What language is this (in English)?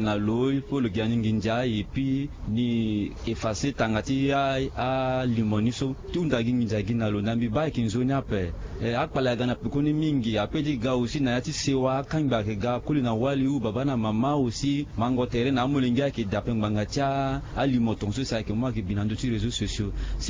Sango